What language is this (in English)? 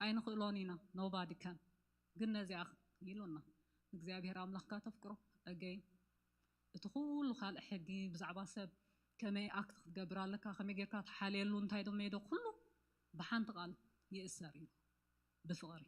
Tigrinya